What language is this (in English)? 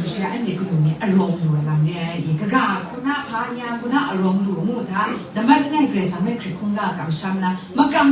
Kachin